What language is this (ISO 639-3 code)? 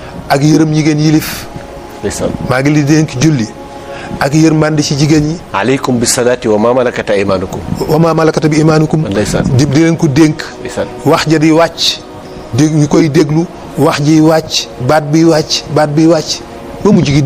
wol